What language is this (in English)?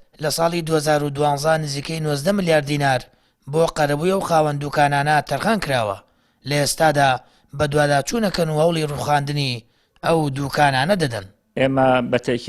Central Kurdish